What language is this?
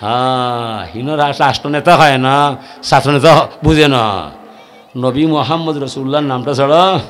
Sylheti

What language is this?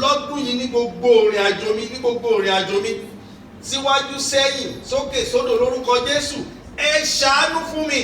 Yoruba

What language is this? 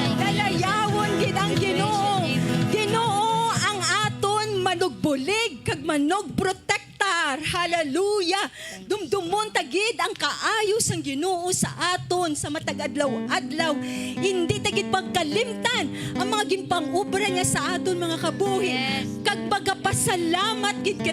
Hiligaynon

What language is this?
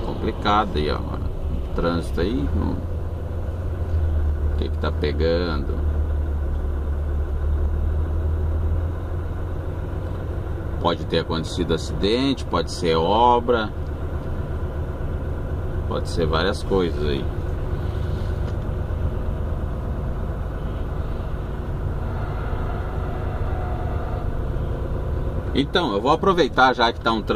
Portuguese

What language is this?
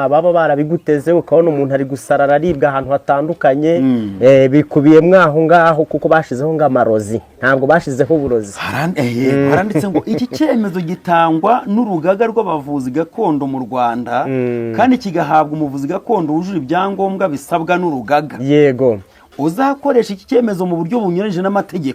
Kinyarwanda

